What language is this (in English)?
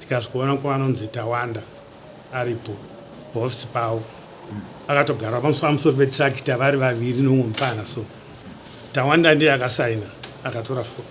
Shona